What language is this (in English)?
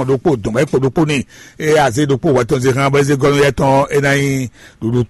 Fon